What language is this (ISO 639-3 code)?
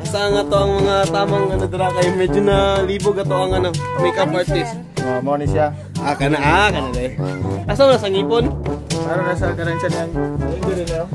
ceb